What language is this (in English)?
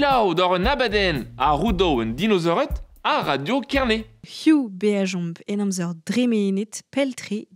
Breton